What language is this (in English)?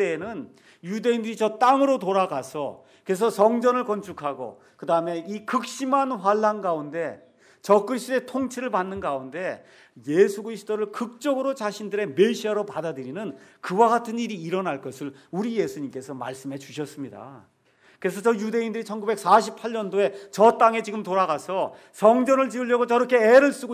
Korean